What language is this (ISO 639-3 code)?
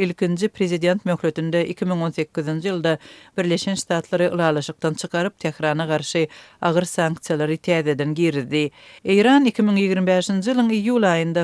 tuk